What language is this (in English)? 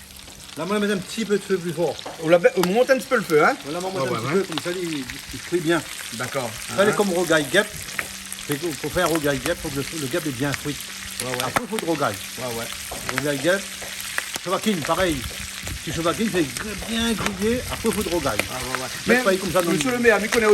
Réunion Creole French